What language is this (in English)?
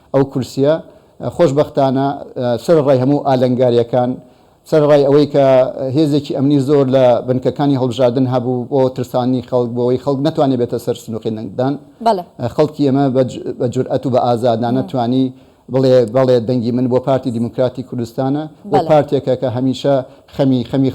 Central Kurdish